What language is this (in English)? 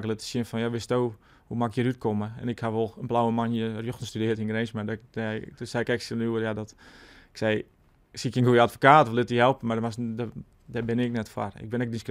Western Frisian